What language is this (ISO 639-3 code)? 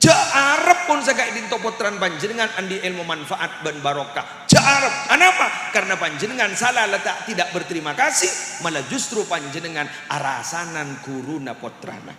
mad